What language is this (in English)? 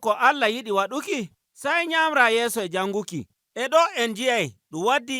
Nigerian Fulfulde